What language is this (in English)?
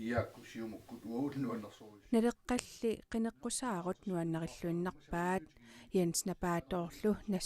Kalaallisut